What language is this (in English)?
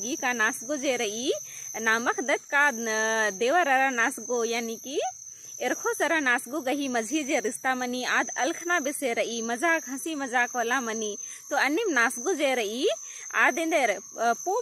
Kurukh